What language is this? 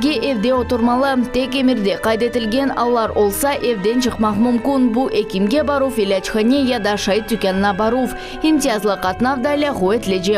Crimean Tatar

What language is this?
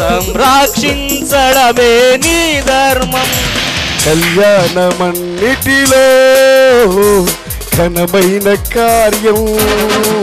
Telugu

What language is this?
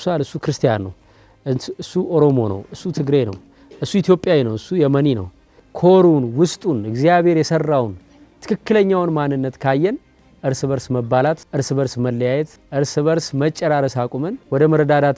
Amharic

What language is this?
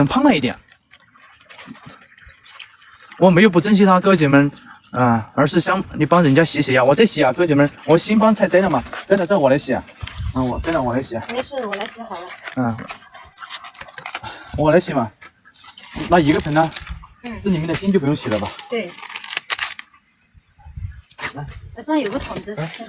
Chinese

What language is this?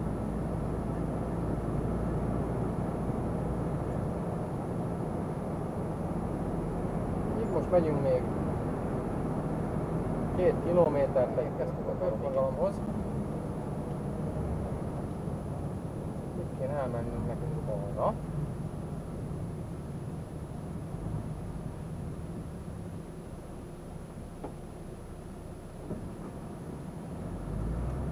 Hungarian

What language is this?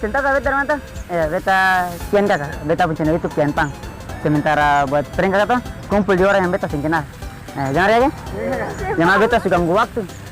Ambonese Malay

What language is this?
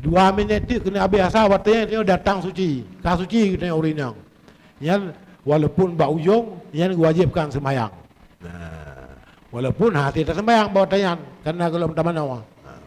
Achinese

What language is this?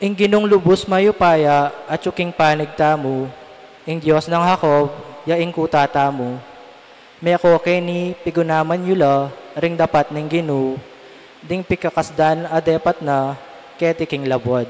Pampanga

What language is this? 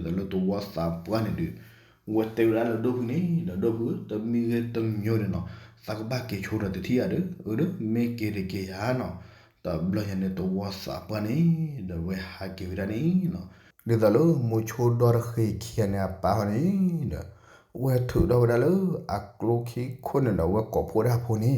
S'gaw Karen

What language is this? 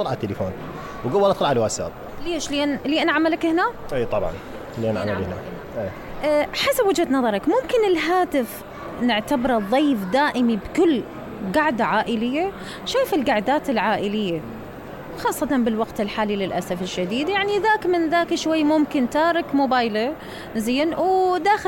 Mesopotamian Arabic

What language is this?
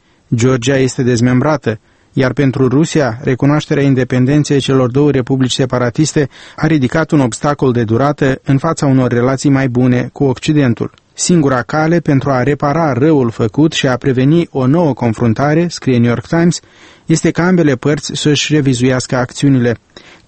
Romanian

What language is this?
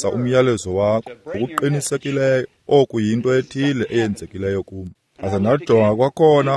Xhosa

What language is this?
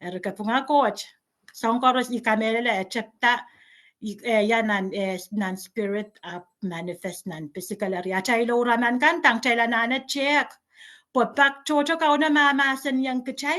Pohnpeian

